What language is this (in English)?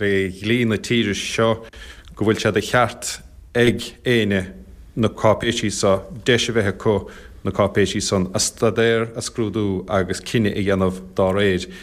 Irish